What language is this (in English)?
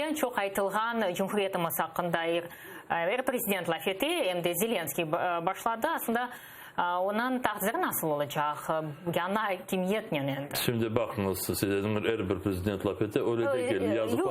Crimean Tatar